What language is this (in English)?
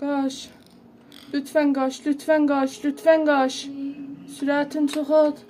South Azerbaijani